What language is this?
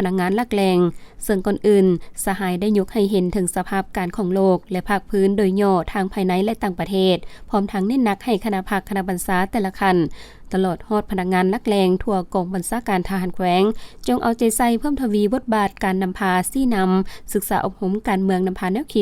Lao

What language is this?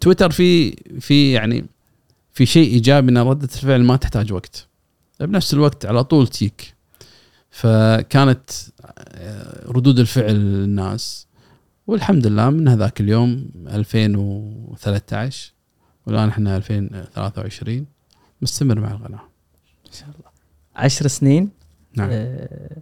Gulf Arabic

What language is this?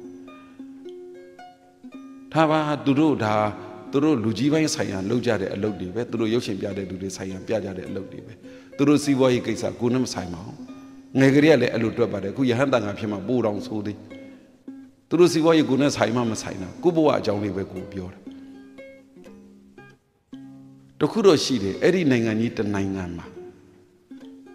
Burmese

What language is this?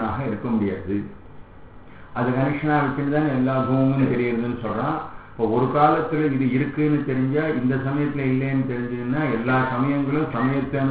Tamil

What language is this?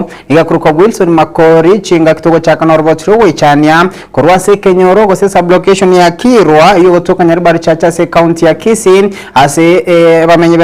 Gusii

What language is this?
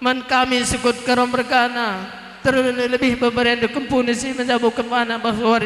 Batak Karo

